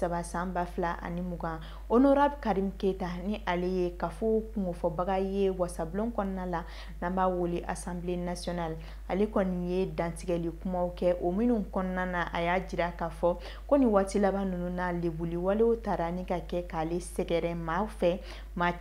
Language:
Bambara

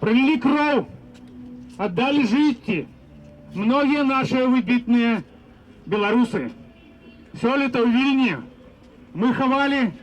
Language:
Belarusian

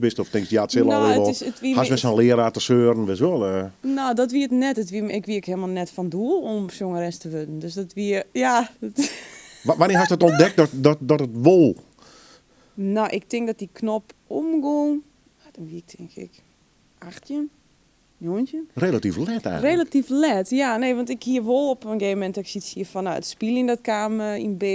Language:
Western Frisian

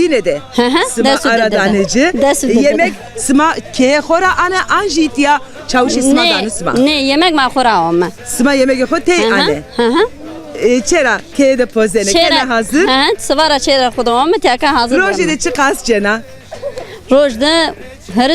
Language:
Zaza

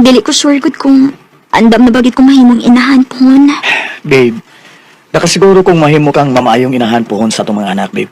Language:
Cebuano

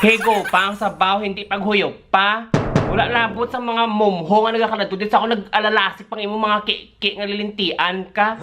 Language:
Hiligaynon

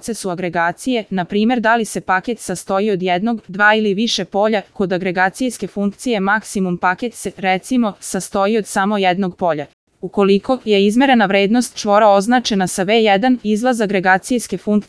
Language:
Serbian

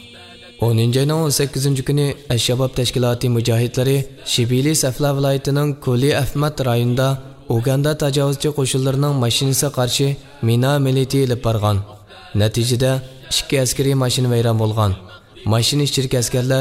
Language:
Uyghur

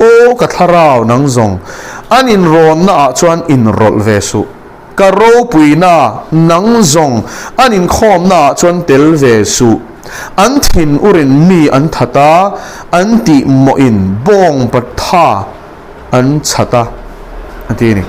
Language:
Mizo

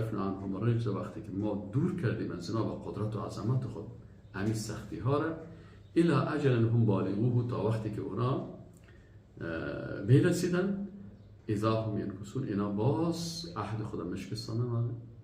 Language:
Persian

